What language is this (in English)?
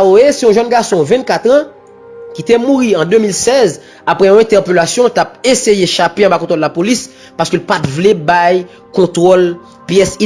Haitian Creole